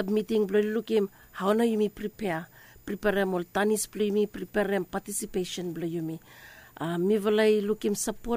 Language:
Bislama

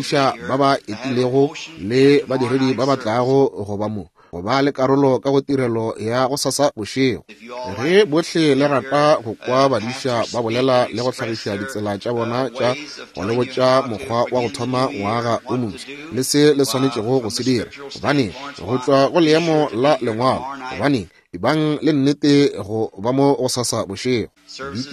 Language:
Northern Sotho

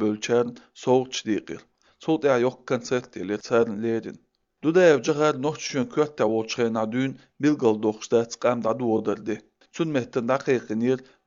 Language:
Chechen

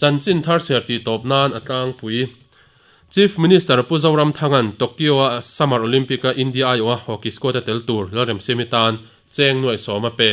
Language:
Mizo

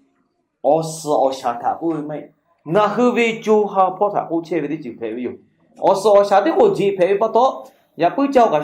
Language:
Lahu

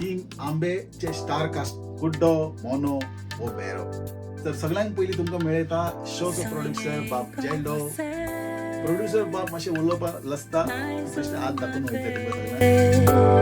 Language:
Konkani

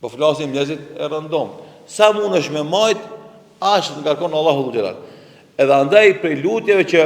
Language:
Albanian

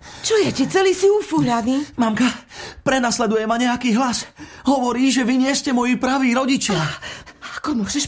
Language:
Slovak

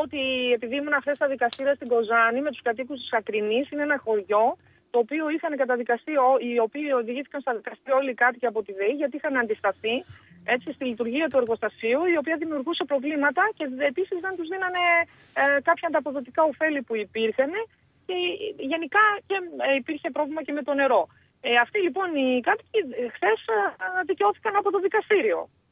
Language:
Greek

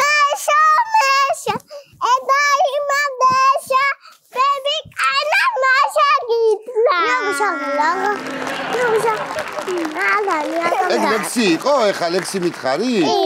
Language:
Georgian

